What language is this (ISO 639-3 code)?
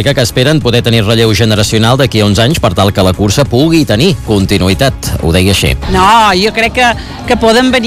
cat